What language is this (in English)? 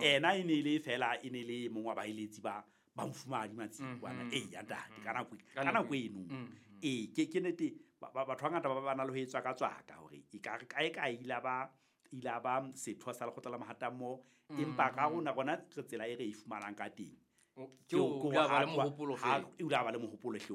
Southern Sotho